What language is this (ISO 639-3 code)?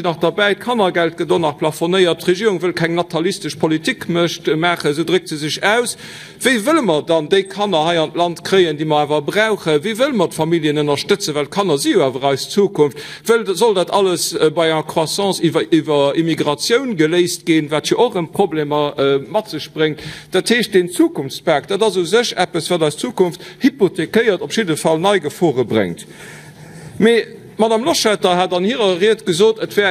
ltz